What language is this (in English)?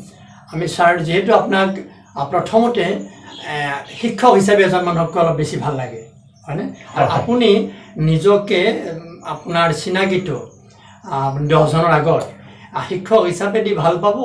Assamese